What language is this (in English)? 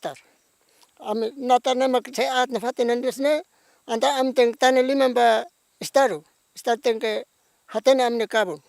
Tetum